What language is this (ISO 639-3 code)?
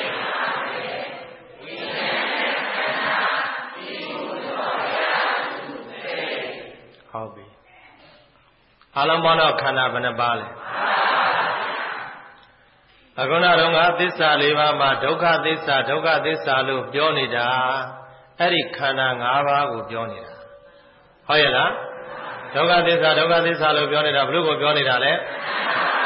mya